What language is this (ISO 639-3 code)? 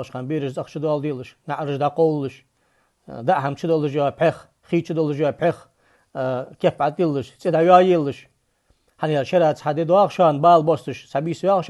inh